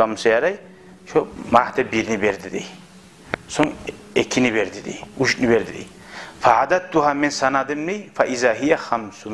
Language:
Kumyk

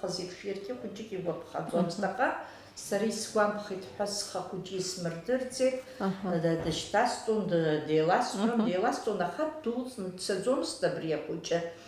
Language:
Abkhazian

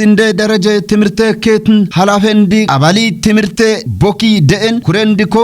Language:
Kafa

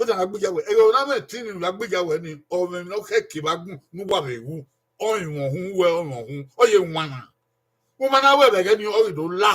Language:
Bini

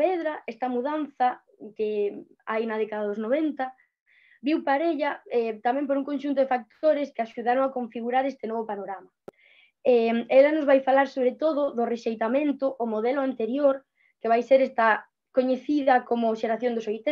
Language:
Galician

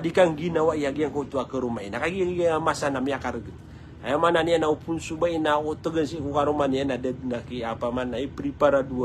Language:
Maranao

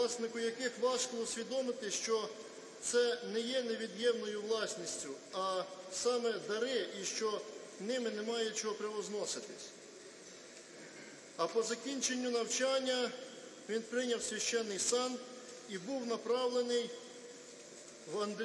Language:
Ukrainian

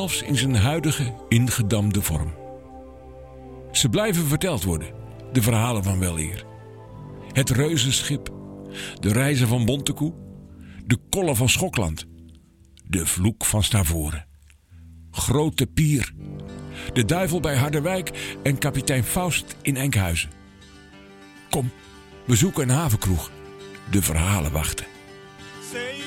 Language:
Dutch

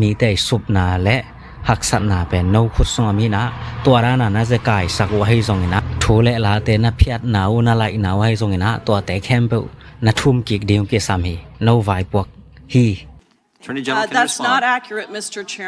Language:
Tedim Chin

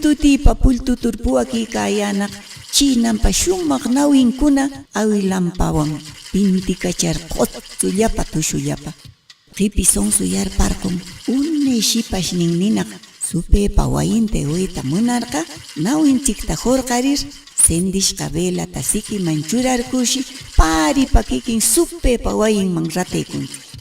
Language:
Quechua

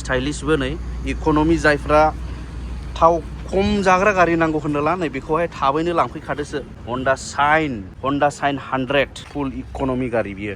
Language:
Bodo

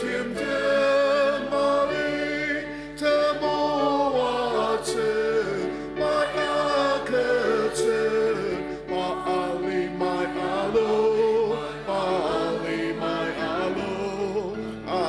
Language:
Ao Naga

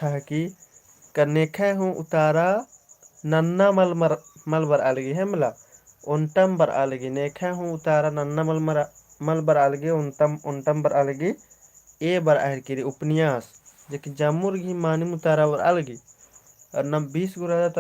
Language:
Kurukh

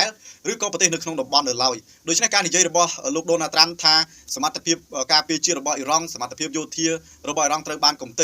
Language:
Khmer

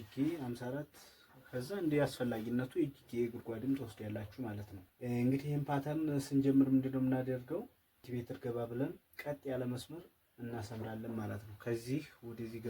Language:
Amharic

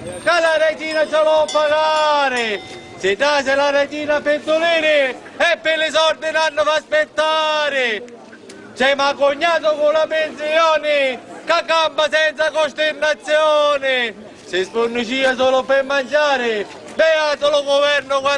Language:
Sicilian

